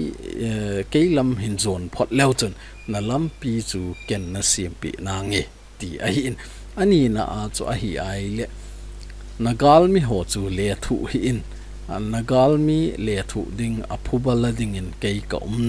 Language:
Thado Chin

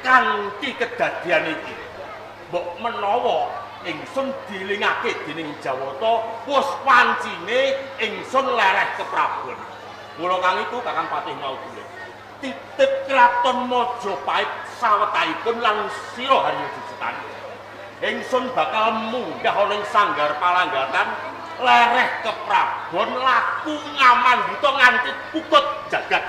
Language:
Javanese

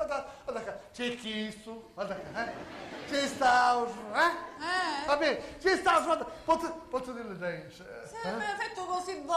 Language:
Sicilian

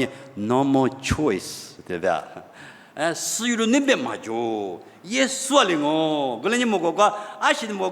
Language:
Lisu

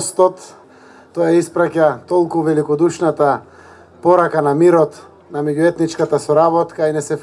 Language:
Macedonian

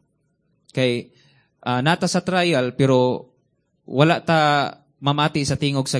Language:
Cebuano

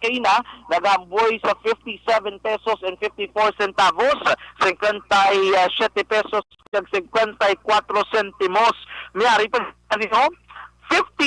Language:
Hiligaynon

